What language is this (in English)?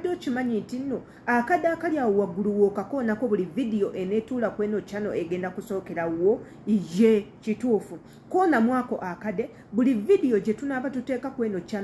Ganda